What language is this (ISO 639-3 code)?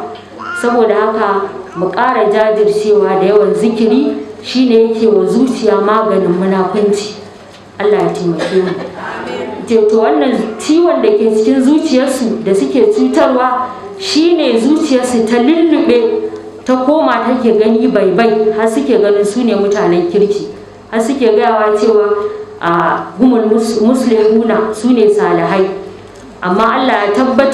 hau